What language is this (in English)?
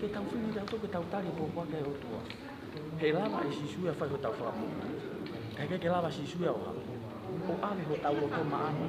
Tongan